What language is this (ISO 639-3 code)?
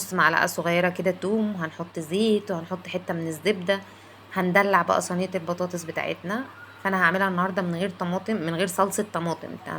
arz